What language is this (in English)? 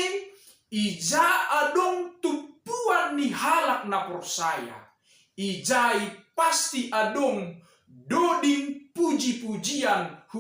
Batak Simalungun